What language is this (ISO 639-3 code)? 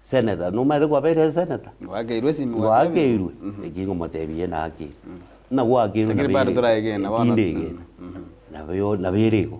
guz